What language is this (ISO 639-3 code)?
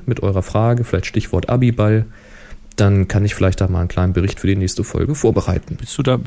deu